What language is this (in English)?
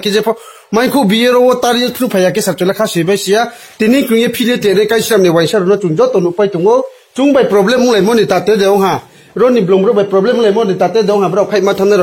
Riang (India)